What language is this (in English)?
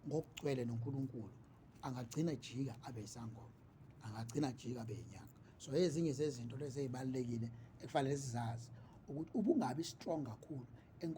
Zulu